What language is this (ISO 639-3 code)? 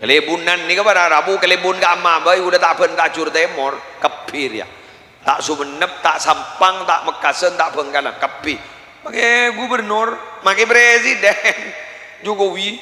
mad